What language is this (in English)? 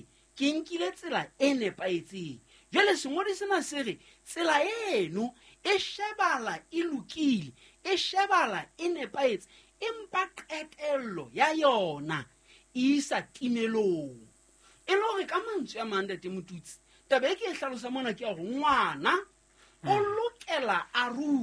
Southern Sotho